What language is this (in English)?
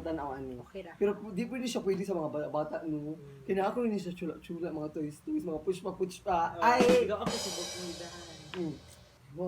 Cebuano